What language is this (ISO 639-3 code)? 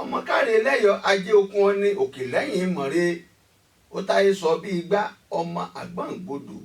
yor